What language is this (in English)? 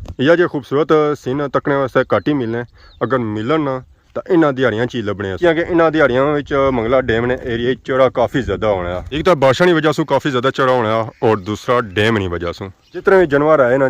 Pahari-Potwari